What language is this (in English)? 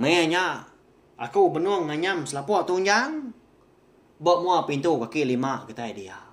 Iban